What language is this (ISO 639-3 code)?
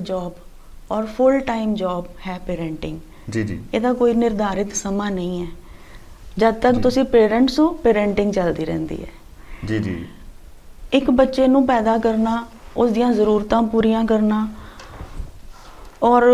pan